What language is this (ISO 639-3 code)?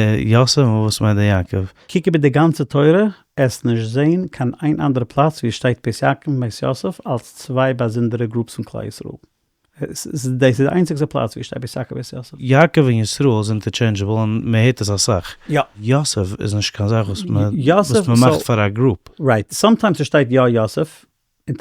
yid